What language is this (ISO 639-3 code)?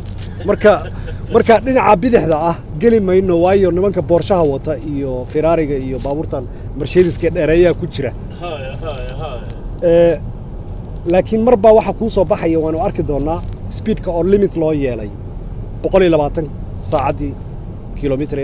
som